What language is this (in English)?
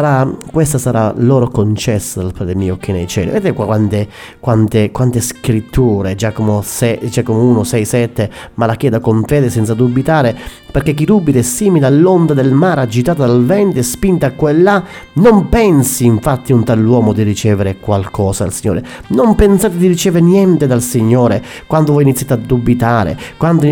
Italian